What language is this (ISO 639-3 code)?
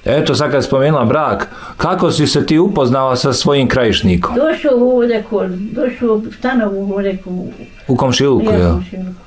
bos